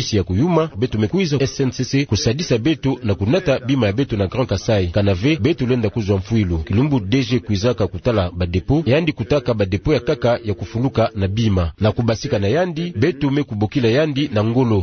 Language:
Kituba (Democratic Republic of Congo)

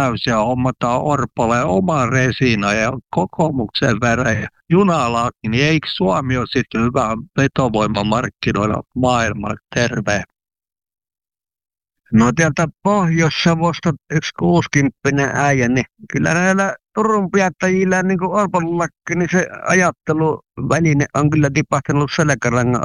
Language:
Finnish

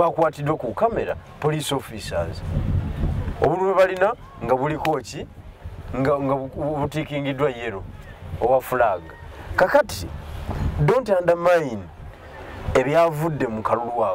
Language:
Ganda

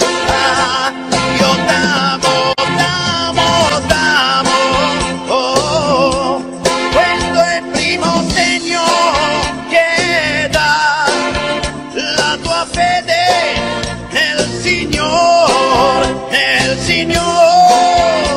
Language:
Italian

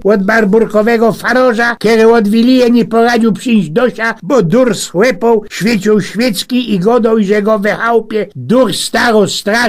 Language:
Silesian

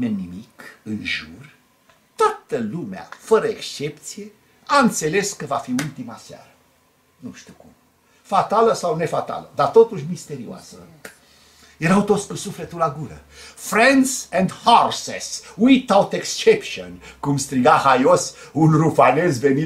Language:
Romanian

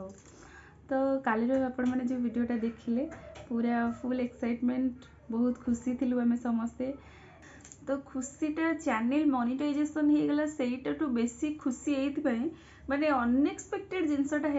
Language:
Odia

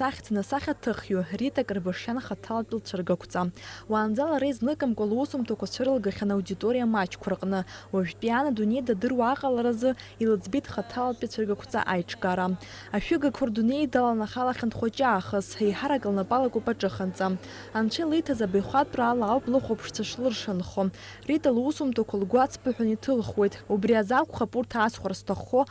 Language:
Abkhazian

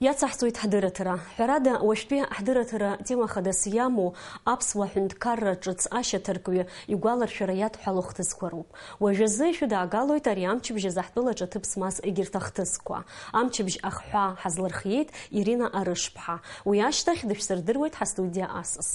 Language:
Abkhazian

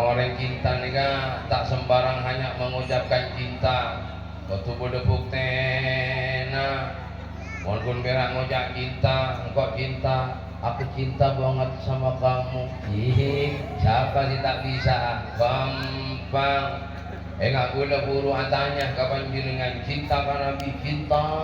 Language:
Madurese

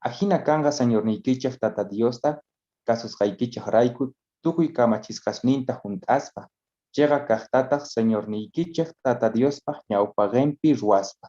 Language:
South Bolivian Quechua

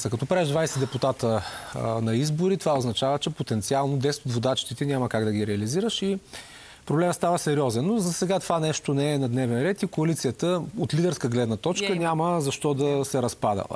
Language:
Bulgarian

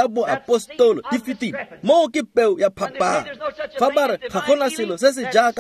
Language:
Tswana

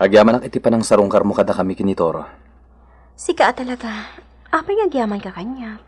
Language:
Iloko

